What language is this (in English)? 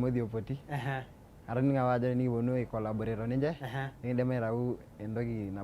Masai